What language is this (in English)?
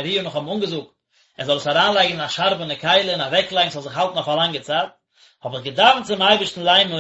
Yiddish